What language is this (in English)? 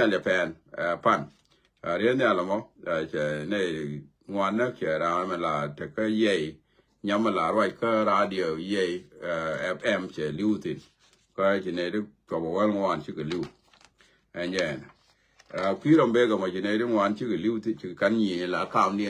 Nuer